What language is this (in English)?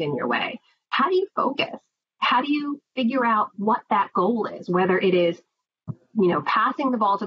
English